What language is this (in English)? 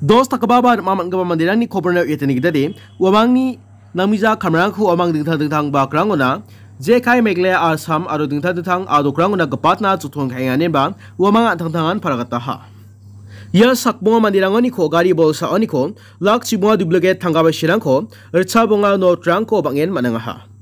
Garo